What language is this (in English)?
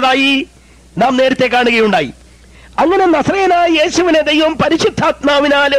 Malayalam